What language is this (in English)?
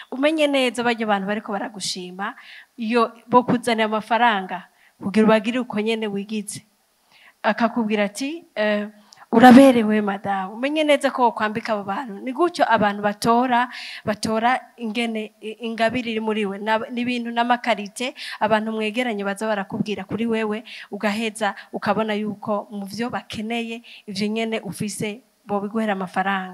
Rundi